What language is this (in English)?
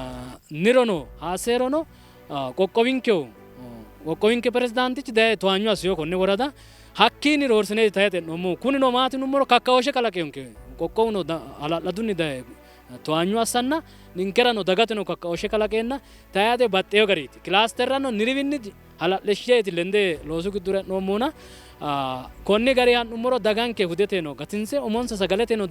Sidamo